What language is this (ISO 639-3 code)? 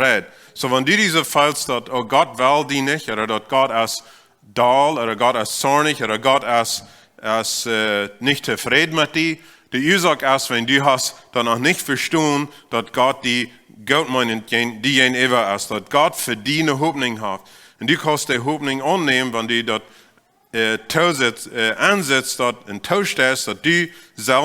pdt